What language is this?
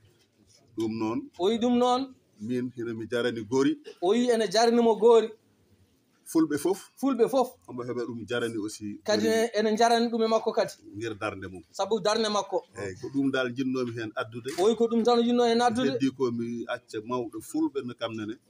Fula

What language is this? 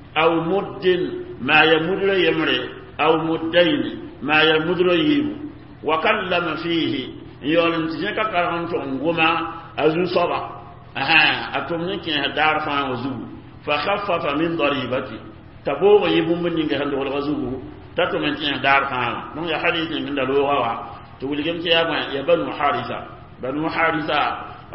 Mossi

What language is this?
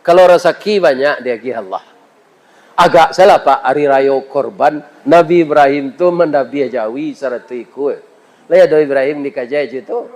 Minangkabau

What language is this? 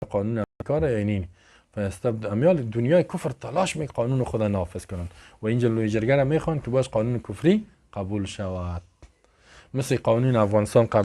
Persian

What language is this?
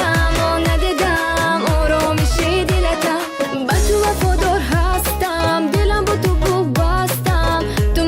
Tajik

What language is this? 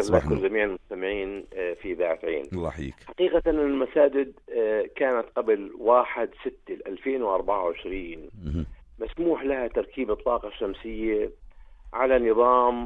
North Levantine Arabic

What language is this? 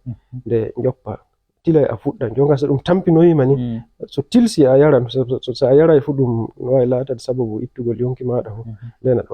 Fula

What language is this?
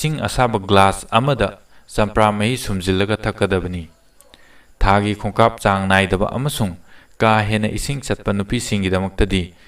Manipuri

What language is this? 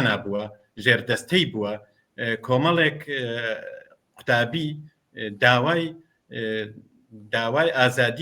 Central Kurdish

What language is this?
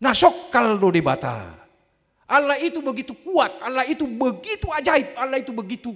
Batak Toba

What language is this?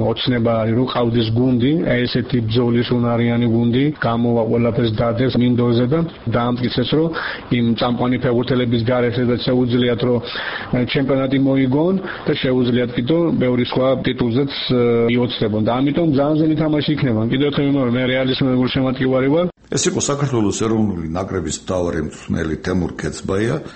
Georgian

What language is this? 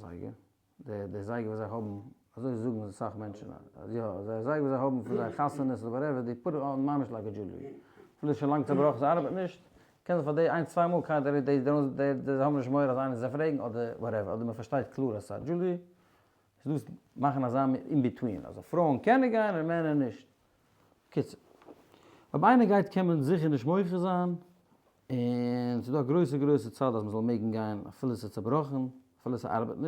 Yiddish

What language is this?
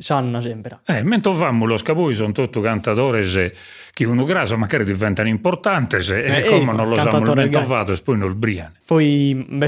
Sardinian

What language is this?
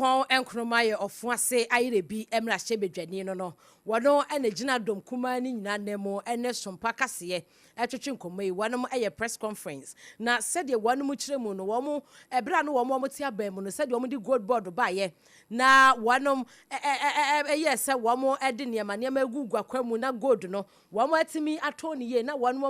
Akan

